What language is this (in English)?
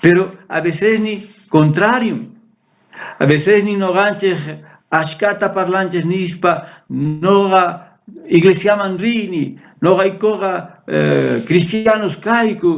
South Bolivian Quechua